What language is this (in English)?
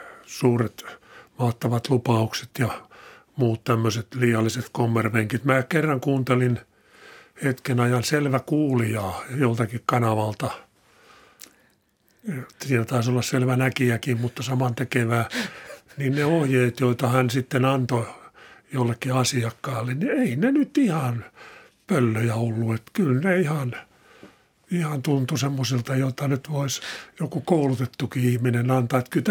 Finnish